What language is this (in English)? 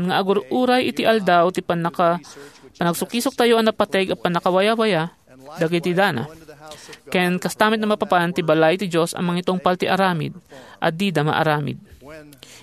Iloko